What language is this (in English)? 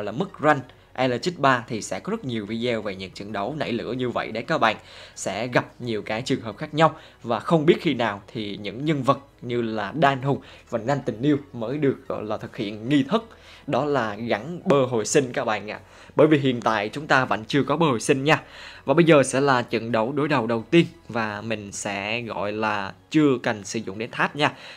Vietnamese